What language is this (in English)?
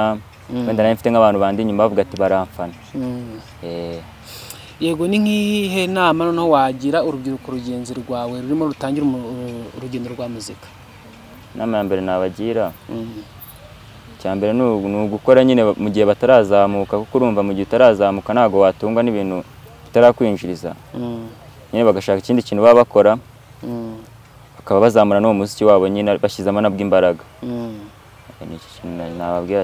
Kinyarwanda